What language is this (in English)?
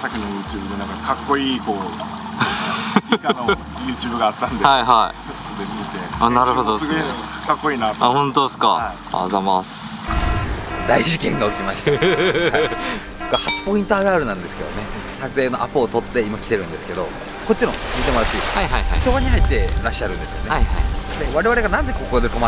Japanese